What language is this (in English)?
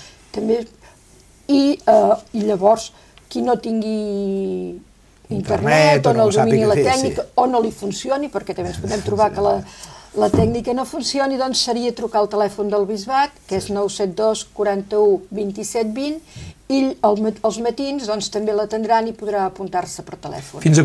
Catalan